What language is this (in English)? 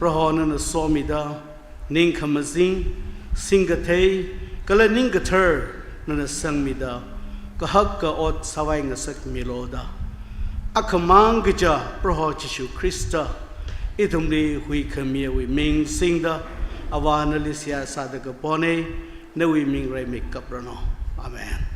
Tangkhul Naga (India)